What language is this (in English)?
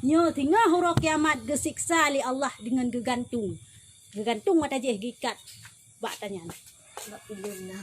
Achinese